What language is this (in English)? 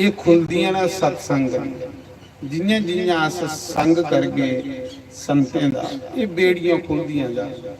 Dogri